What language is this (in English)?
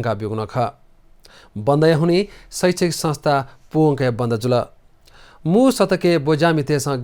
Newari